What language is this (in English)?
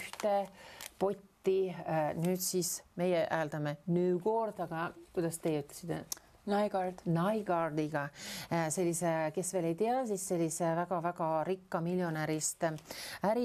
Estonian